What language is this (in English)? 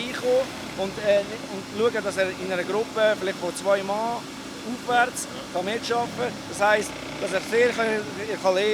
Swiss German